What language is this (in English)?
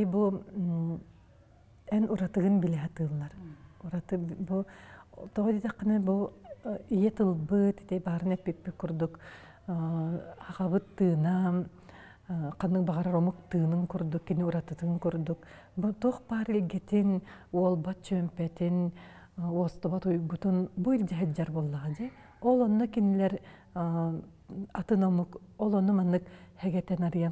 Yakut